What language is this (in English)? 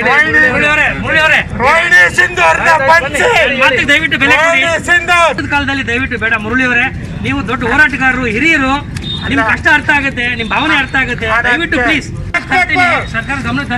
Kannada